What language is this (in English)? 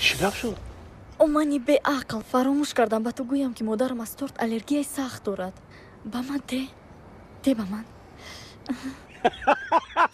Tajik